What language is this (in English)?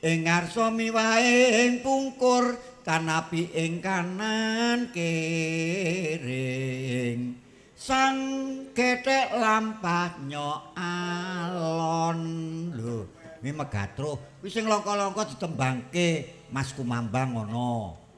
Javanese